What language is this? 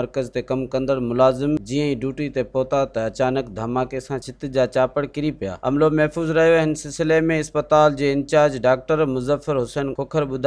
Sindhi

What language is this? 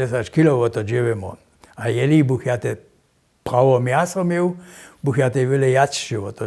Upper Sorbian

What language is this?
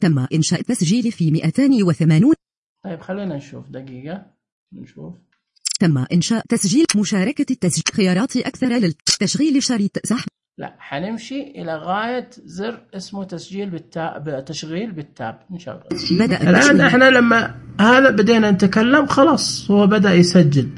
Najdi Arabic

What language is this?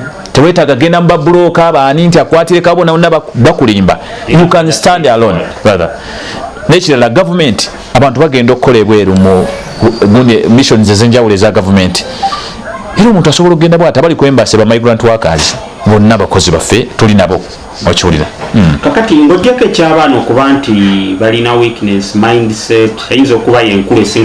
Ganda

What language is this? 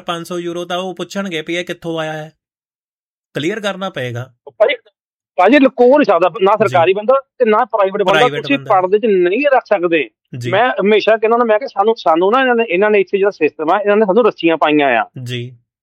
Punjabi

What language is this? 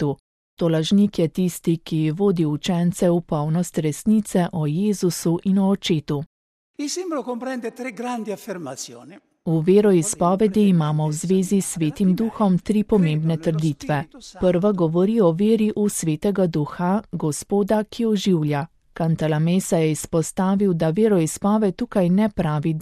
Slovenian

